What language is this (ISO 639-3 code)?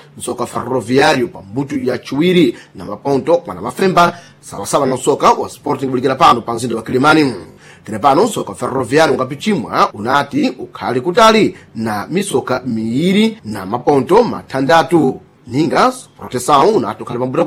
seh